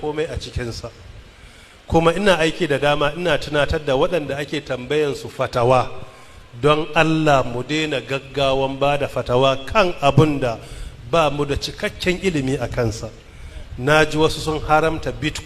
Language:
Hausa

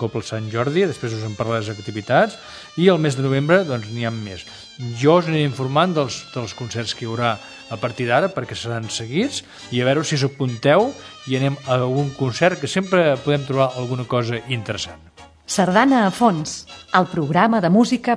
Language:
Catalan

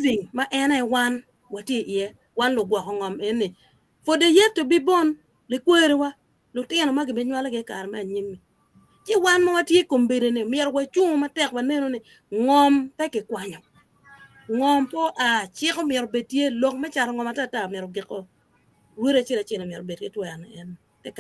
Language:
Acoli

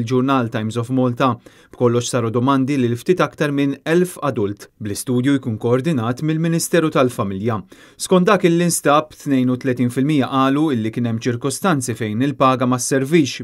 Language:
Maltese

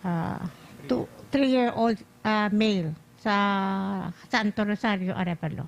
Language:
Hiligaynon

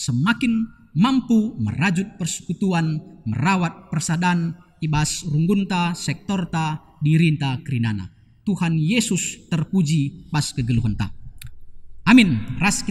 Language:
Batak Karo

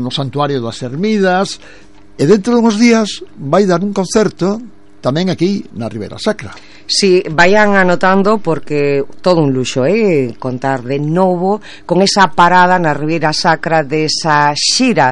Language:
Galician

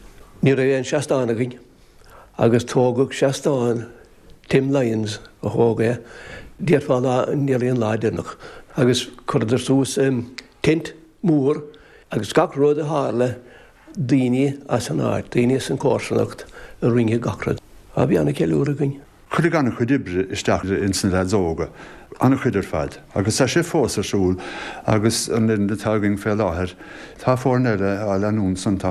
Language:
Irish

